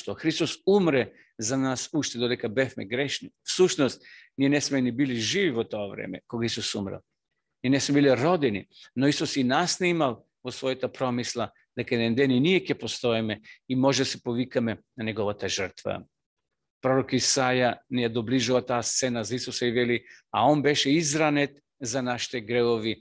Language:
Macedonian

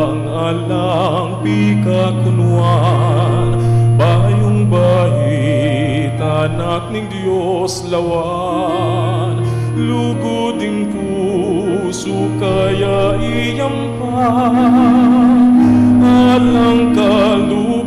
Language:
Pampanga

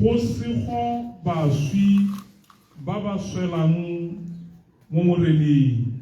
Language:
Tswana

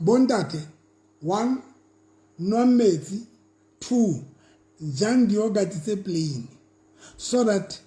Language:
Southern Sotho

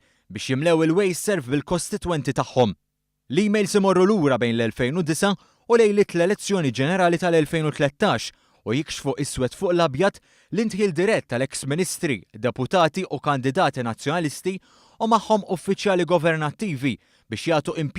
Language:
Maltese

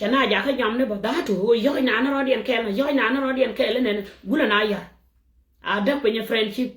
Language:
Nuer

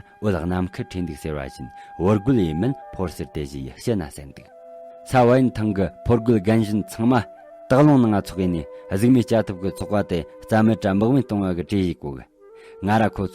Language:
Tibetan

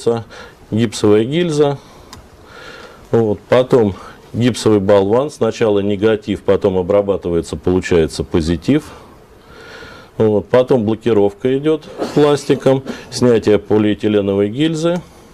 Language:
Russian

